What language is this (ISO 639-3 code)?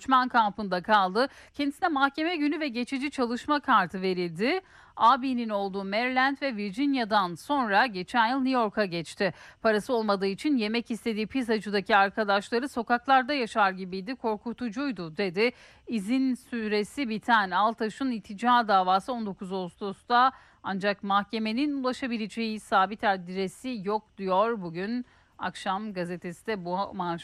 tur